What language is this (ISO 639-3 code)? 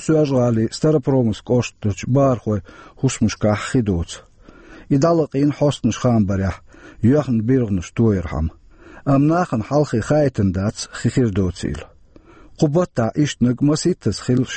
che